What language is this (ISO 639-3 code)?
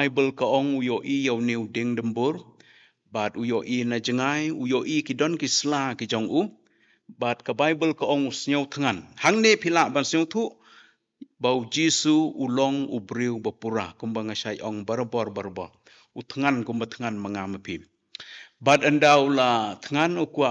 kha